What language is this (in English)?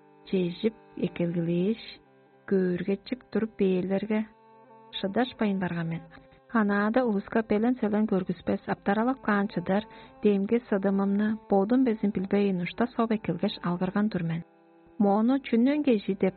Tuvinian